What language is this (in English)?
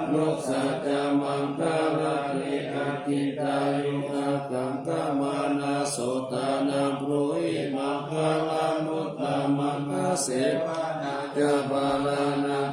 Pali